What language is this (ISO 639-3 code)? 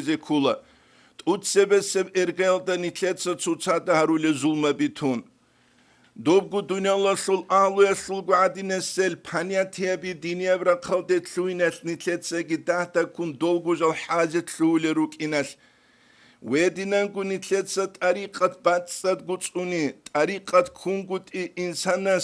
ava